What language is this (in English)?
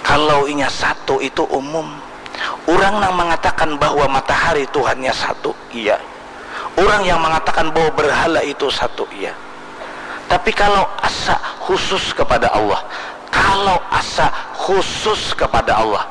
Banjar